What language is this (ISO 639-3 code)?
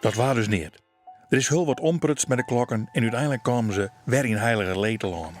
fry